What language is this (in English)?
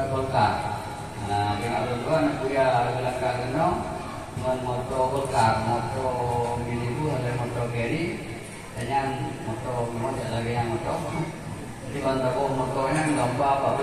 Achinese